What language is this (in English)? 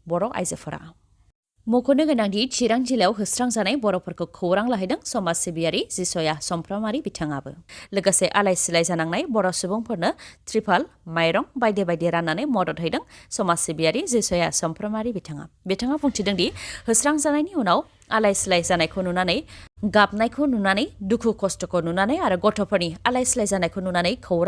Bodo